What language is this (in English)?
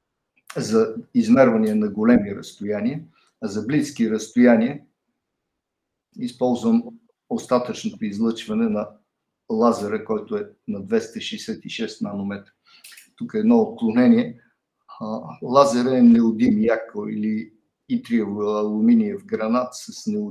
Bulgarian